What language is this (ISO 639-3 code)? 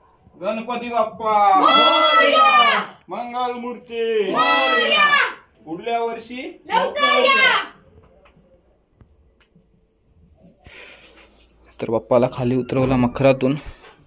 mar